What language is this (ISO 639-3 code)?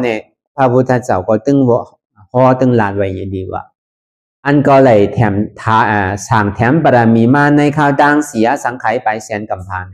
shn